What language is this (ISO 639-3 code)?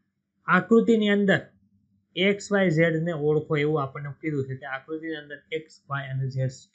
guj